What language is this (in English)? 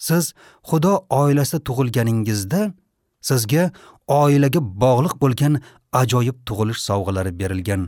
Uzbek